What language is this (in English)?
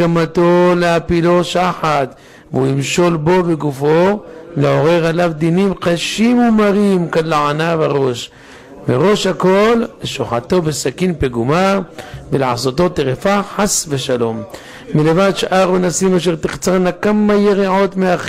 Hebrew